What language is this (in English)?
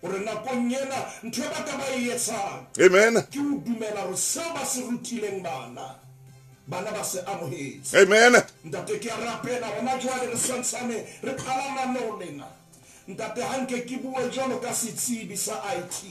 Southern Sotho